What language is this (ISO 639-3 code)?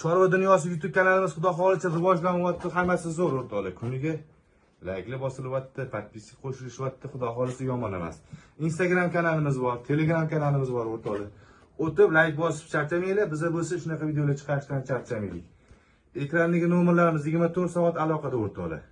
uzb